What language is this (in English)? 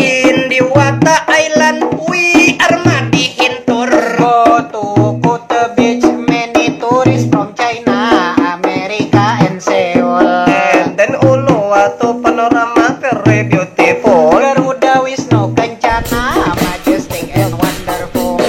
Banjar